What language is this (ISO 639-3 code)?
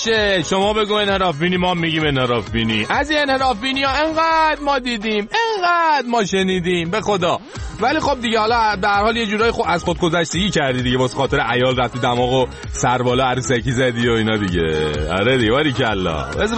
fas